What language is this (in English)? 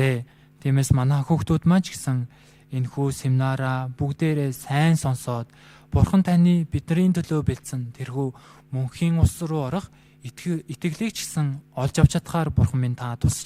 Mongolian